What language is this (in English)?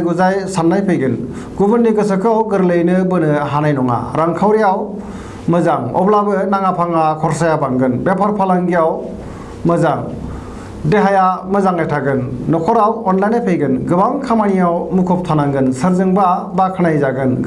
Bodo